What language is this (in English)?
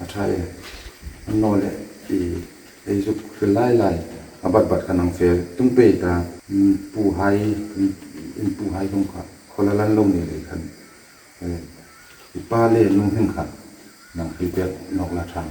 Hmar